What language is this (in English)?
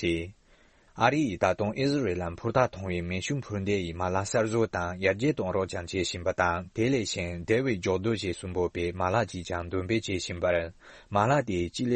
Tibetan